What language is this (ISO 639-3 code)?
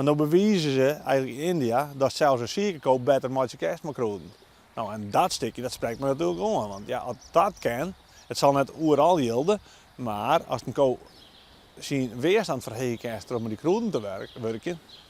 fry